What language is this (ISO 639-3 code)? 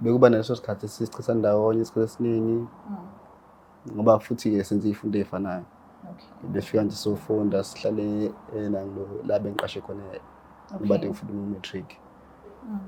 zul